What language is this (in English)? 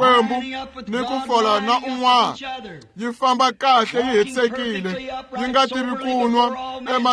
Tsonga